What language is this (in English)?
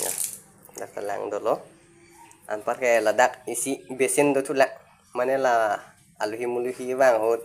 Karbi